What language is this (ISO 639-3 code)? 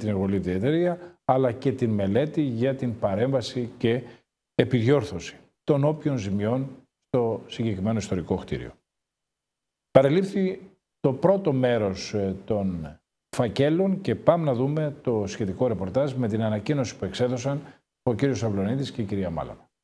ell